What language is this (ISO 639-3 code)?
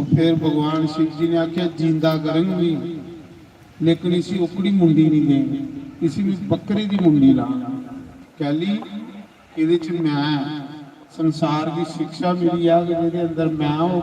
doi